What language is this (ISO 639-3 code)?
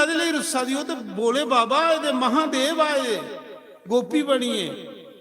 doi